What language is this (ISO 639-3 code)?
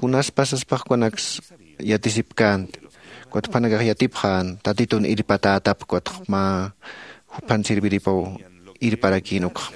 aym